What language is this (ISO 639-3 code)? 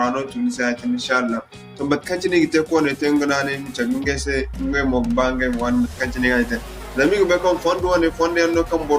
dje